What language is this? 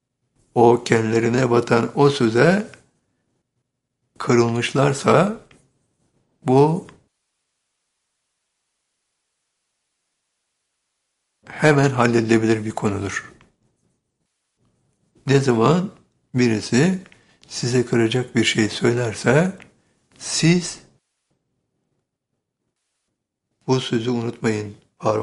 Turkish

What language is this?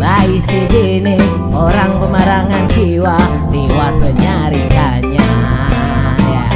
Banjar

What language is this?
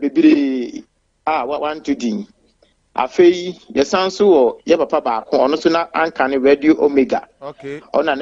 Akan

